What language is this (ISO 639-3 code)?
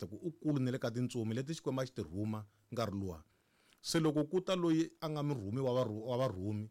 tso